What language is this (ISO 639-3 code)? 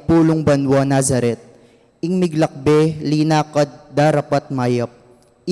pam